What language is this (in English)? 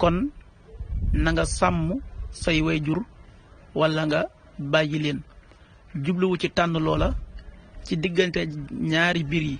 Wolof